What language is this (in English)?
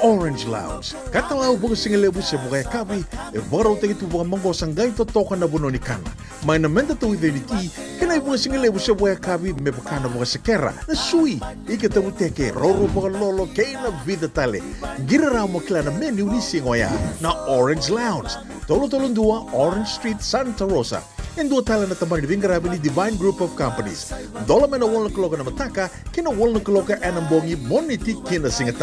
Fijian